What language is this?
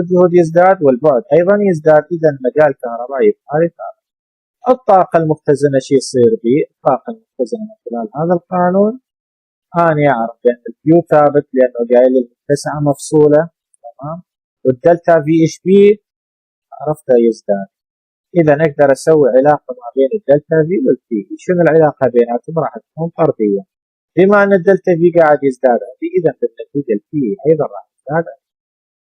Mesopotamian Arabic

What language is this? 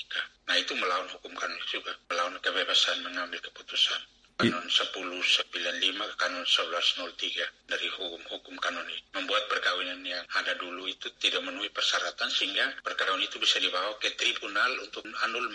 Indonesian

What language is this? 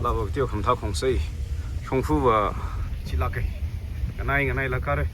Tangkhul Naga (India)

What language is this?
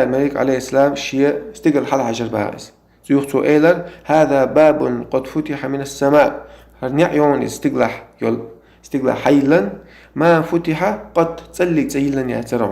Chechen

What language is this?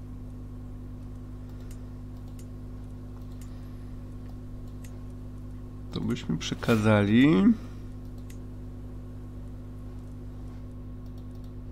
Polish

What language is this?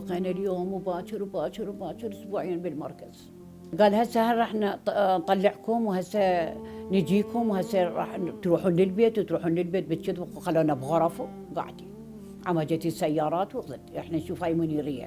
Mesopotamian Arabic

